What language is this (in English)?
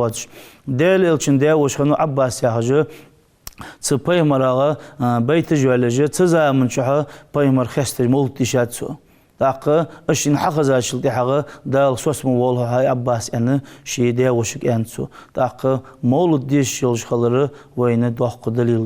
Ingush